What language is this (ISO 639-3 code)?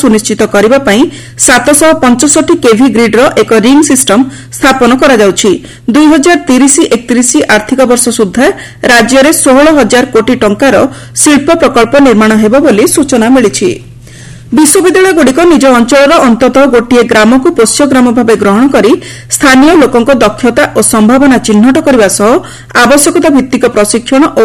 ori